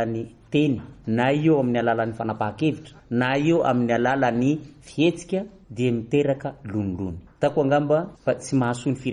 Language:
Malagasy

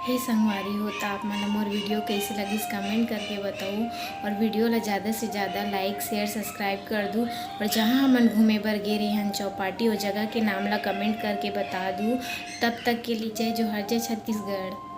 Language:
Chhattisgarhi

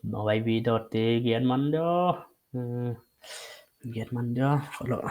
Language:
Paite Chin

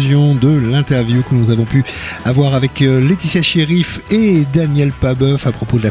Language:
French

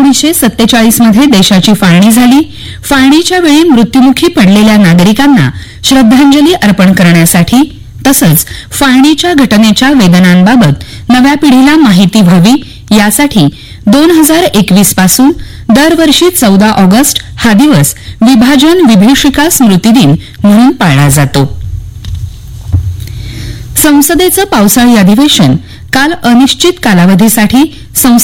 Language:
Marathi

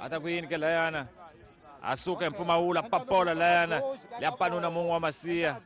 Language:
Tsonga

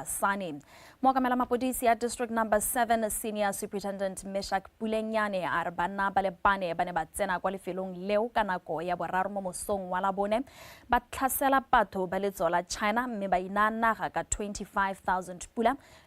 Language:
Tswana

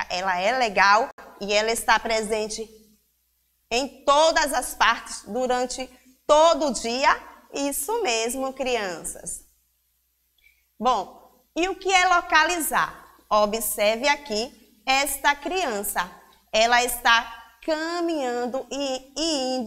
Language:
Portuguese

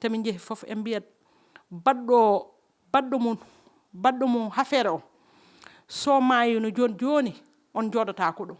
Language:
Fula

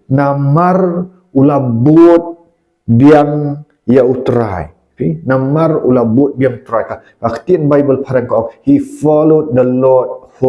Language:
Khasi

